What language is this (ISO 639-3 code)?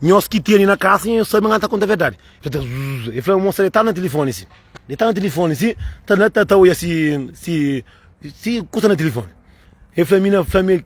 kea